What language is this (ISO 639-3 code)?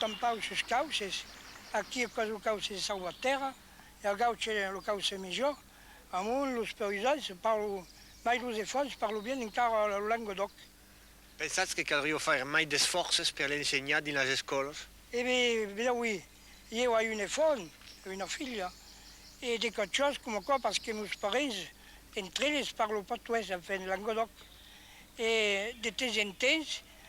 oci